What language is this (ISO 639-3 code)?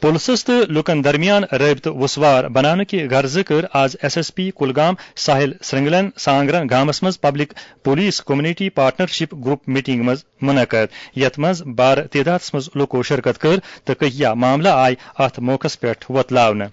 kas